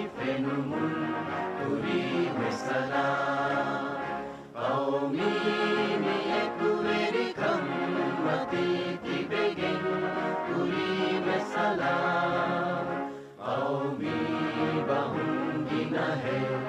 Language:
Divehi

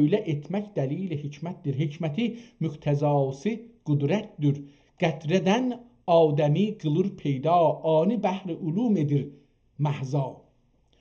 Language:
South Azerbaijani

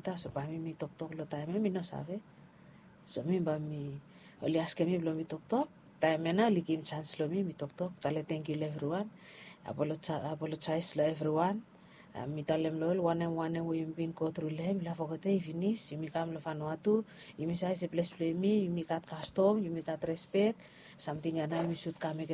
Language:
Bislama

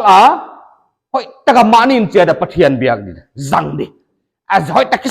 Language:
Paite Chin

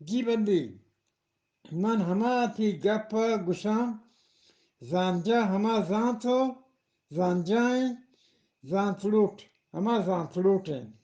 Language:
Eastern Balochi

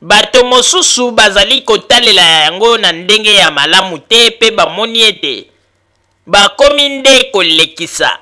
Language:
Lingala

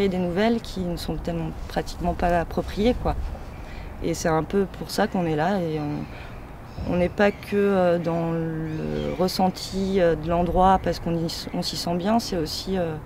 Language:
French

